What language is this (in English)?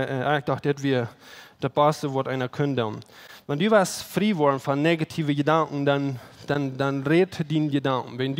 Plautdietsch